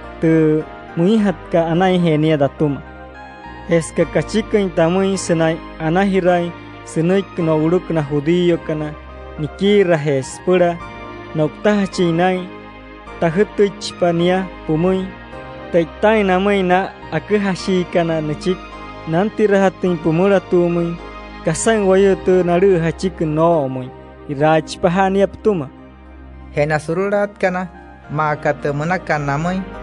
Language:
Wayuu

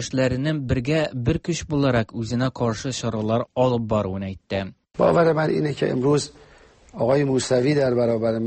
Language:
Tatar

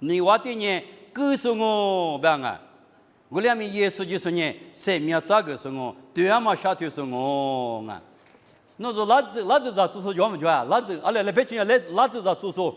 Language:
Lisu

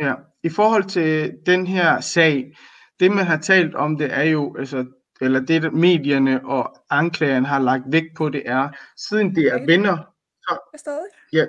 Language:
Danish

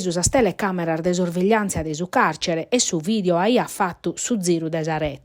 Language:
Sardinian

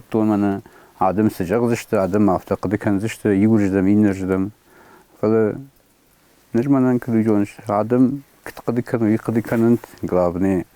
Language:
Ossetic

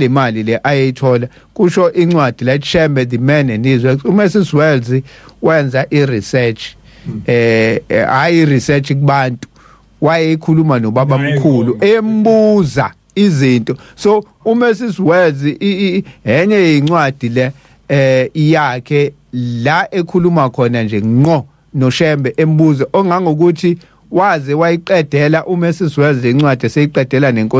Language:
Zulu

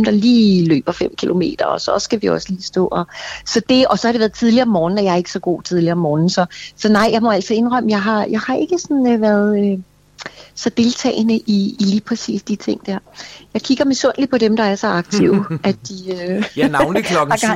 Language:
Danish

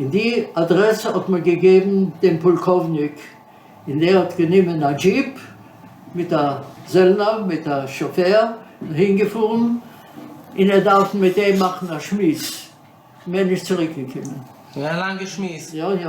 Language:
Yiddish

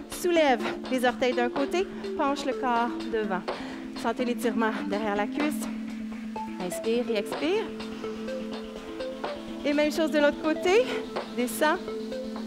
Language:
French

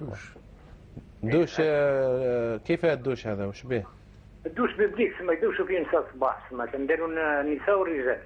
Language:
Algerian Arabic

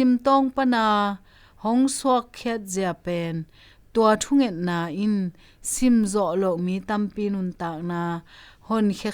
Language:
Tedim Chin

